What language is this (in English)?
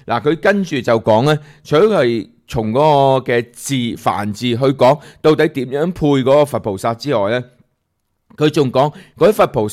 Cantonese